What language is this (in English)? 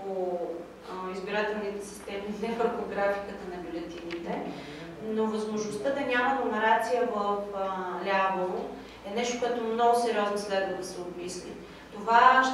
Bulgarian